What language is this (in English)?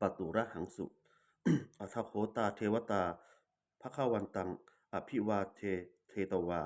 Pali